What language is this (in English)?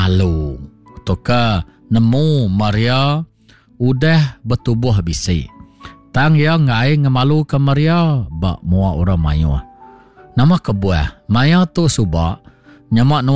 Iban